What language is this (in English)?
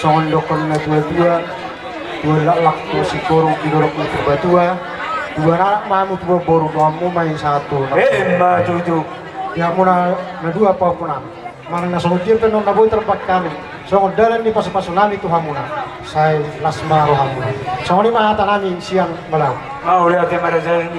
Batak Toba